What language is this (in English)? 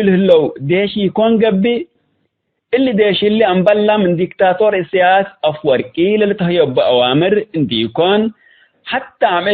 Tigre